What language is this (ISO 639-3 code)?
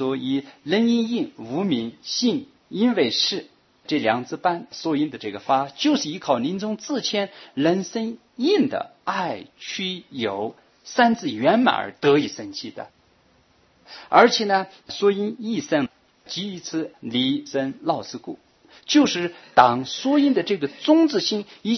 zho